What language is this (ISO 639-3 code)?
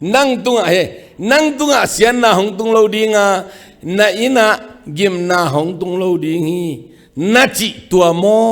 ctd